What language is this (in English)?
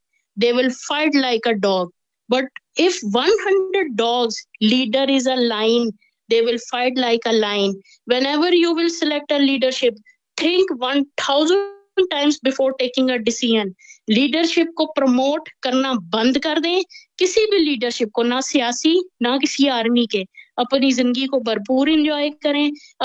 Urdu